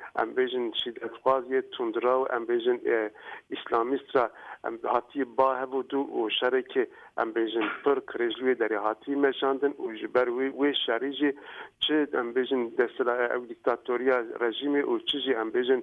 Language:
Kurdish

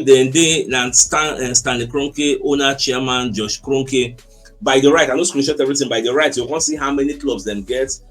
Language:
Nigerian Pidgin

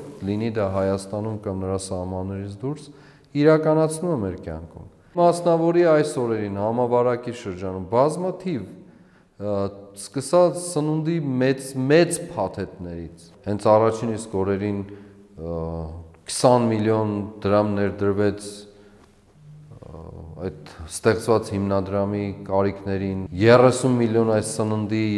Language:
Armenian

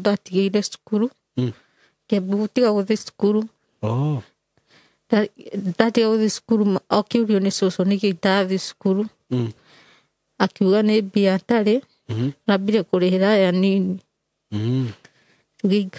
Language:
Kikuyu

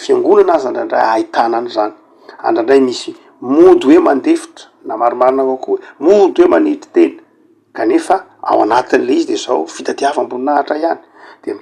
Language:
Malagasy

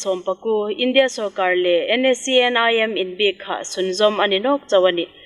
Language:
Hmar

